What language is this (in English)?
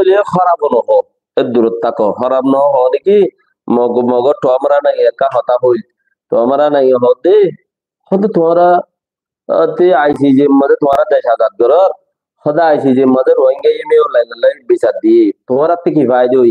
Rohingya